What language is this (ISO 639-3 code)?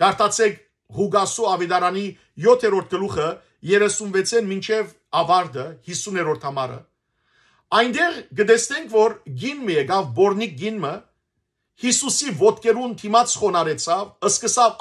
hyw